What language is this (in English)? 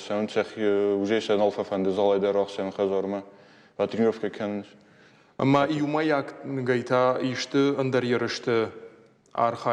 Ossetic